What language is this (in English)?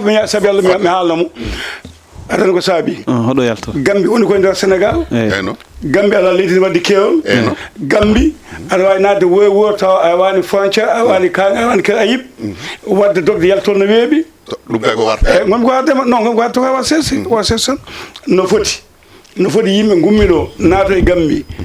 Fula